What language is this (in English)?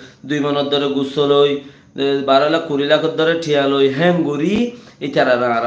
Rohingya